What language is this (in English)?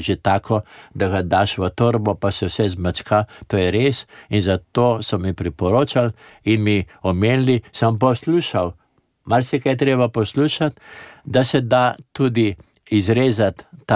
Slovenian